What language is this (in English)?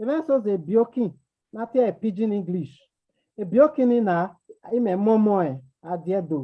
Bini